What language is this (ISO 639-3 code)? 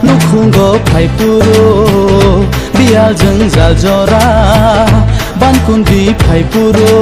trp